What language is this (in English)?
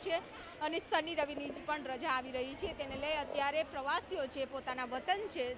Gujarati